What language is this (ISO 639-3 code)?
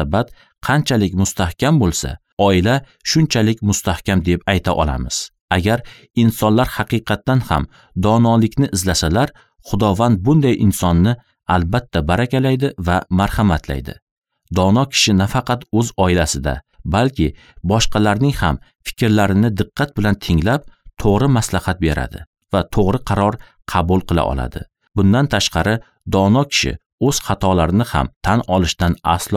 uzb